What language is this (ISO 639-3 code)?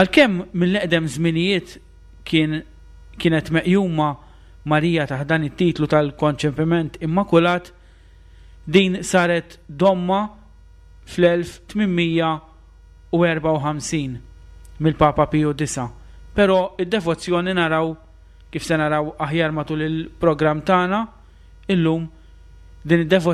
mlt